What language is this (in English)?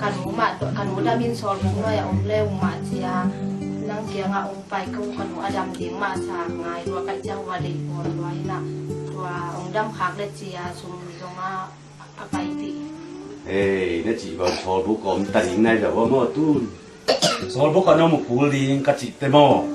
Tedim Chin